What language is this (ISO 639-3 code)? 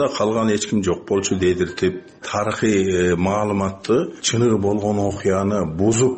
kir